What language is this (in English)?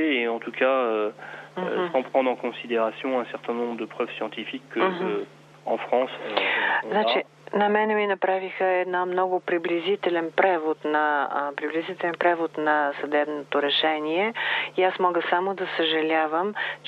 Bulgarian